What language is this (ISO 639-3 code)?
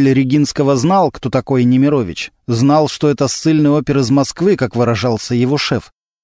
rus